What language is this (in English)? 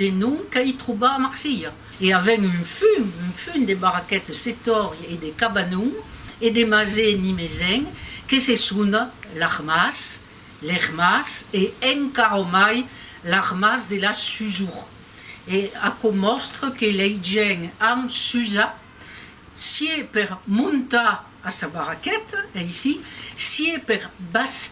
Occitan